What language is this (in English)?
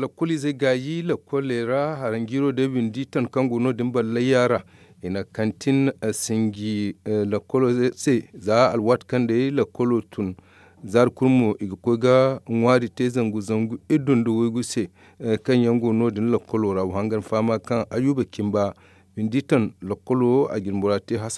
Zarma